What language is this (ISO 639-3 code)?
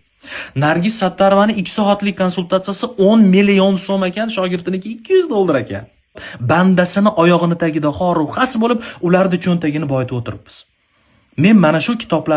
uzb